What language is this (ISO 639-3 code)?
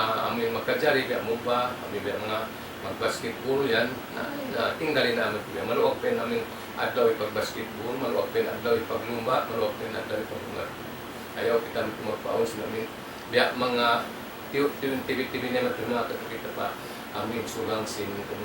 tsg